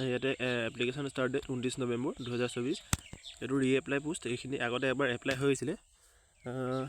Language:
Assamese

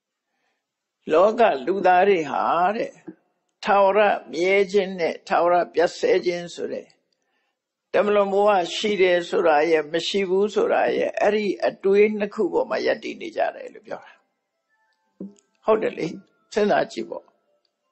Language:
Burmese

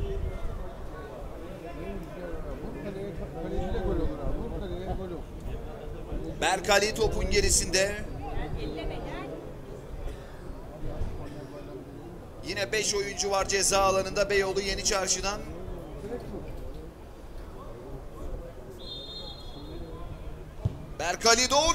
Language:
Turkish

